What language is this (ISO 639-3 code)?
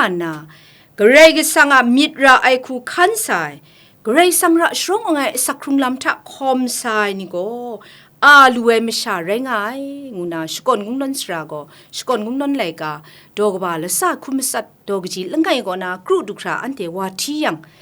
kac